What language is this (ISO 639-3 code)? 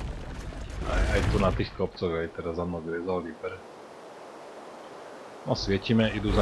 slk